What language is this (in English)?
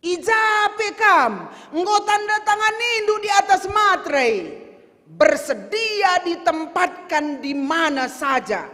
Batak Karo